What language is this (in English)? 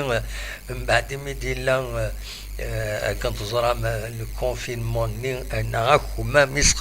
Kabyle